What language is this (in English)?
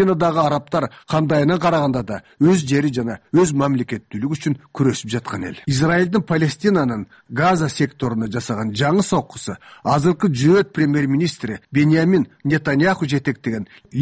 Kyrgyz